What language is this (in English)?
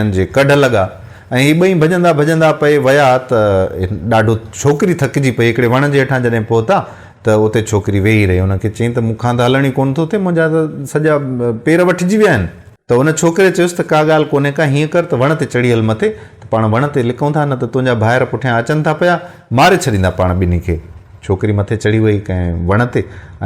Sindhi